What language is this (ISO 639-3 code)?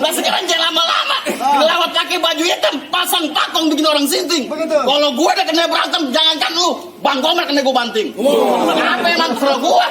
bew